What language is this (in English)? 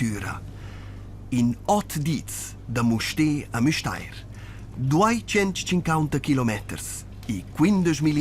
Romansh